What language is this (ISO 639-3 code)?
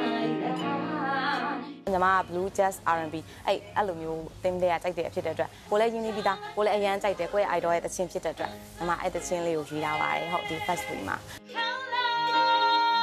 mya